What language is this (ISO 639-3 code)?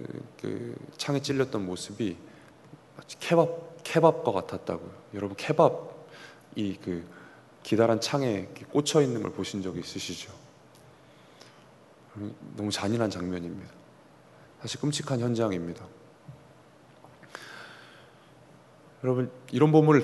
kor